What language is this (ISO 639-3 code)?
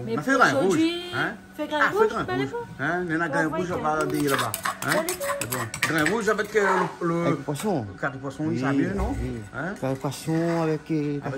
rcf